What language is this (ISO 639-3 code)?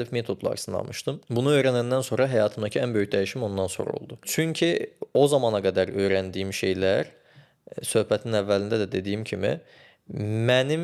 aze